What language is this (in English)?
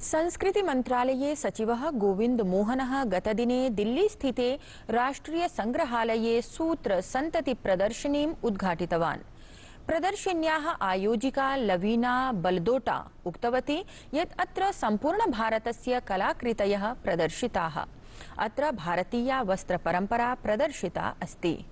Sanskrit